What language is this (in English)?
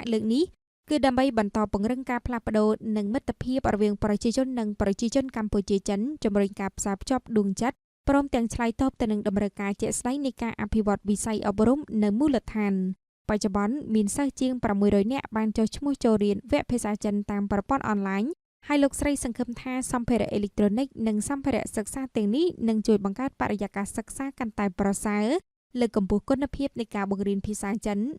Khmer